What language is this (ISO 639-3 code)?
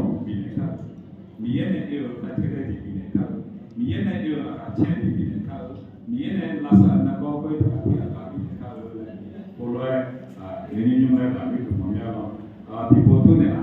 ahk